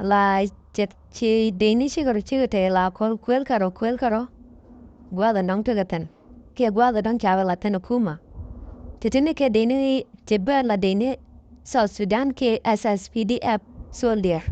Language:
Nuer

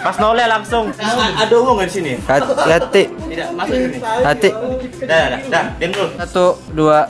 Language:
Musi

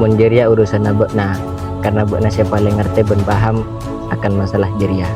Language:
Madurese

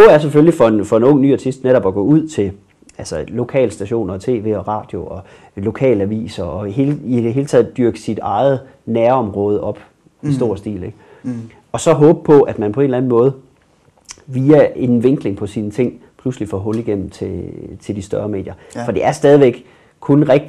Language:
Danish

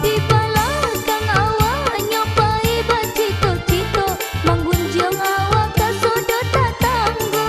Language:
Minangkabau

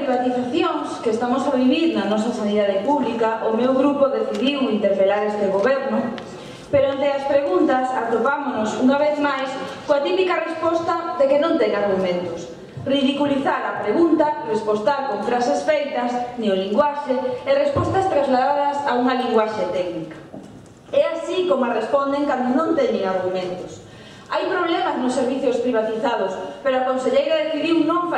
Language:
Galician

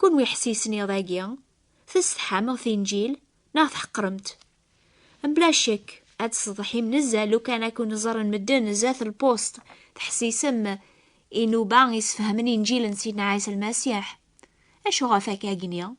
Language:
Kabyle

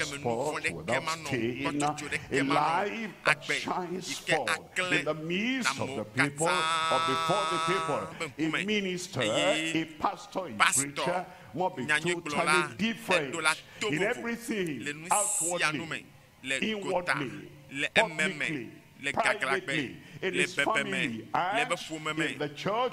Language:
Ewe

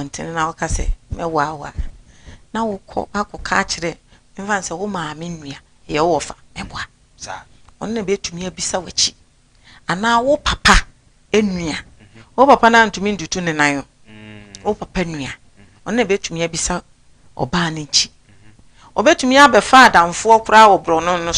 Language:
Akan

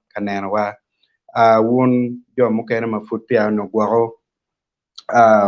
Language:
Acoli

